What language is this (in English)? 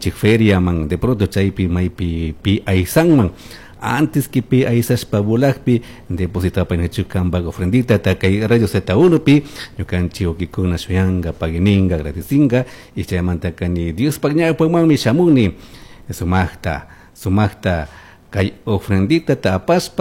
Chimborazo Highland Quichua